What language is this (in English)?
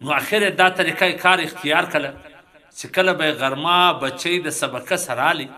Pashto